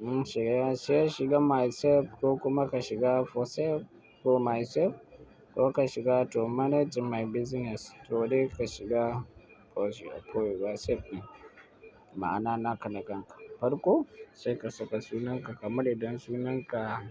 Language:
Hausa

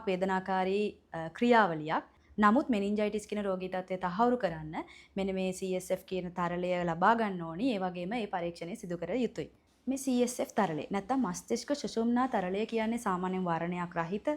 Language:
Sinhala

